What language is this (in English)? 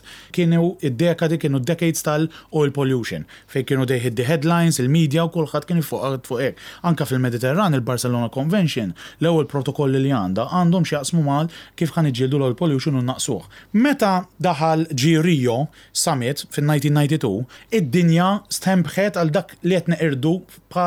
Maltese